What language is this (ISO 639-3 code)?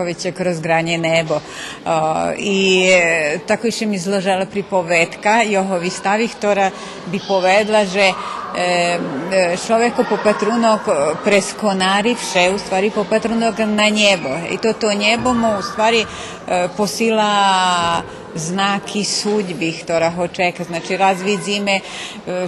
rue